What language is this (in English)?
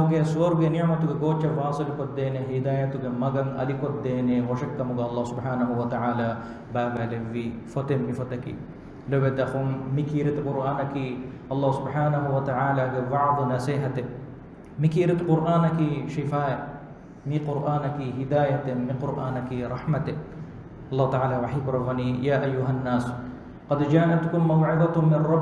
Divehi